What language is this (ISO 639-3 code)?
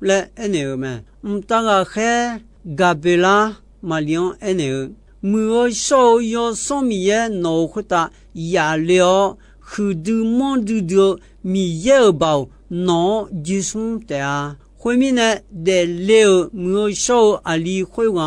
ahk